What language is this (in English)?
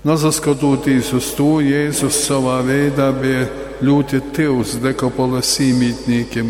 Latgalian